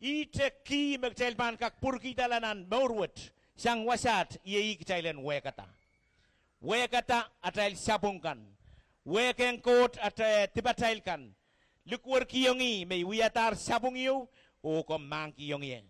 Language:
Pohnpeian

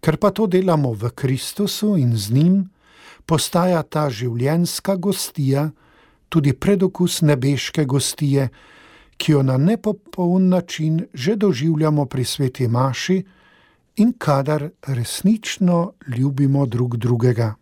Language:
Slovenian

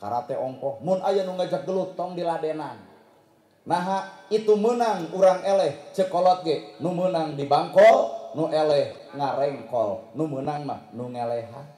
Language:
Sundanese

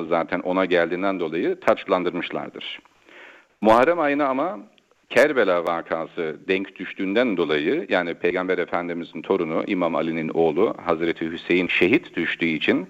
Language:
Turkish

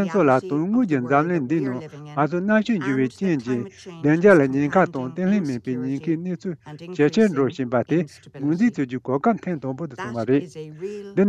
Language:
Tibetan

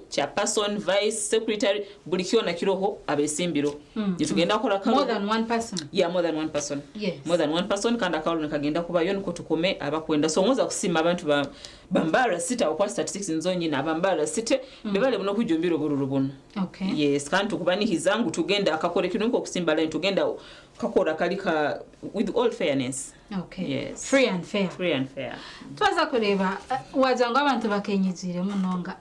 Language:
Nyankole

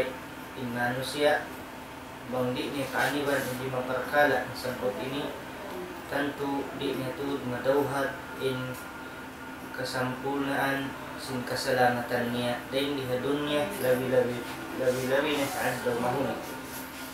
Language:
Tausug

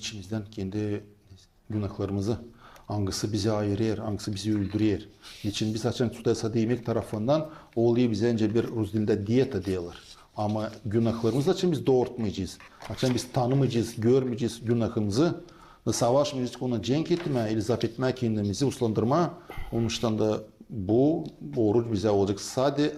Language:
Gagauz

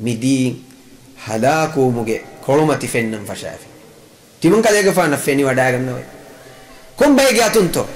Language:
Divehi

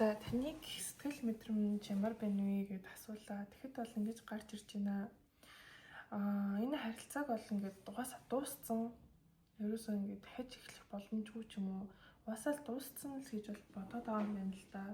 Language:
Mongolian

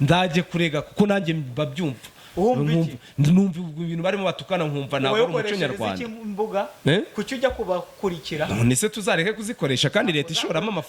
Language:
Kinyarwanda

